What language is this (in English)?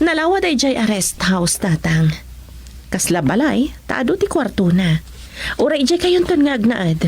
Iloko